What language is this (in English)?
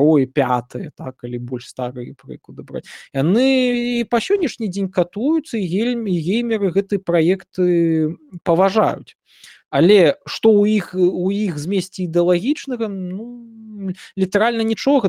Belarusian